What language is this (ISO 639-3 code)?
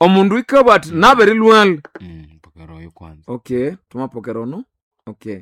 nnb